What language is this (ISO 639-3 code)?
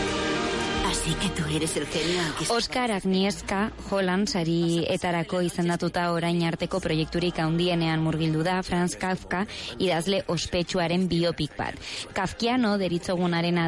eus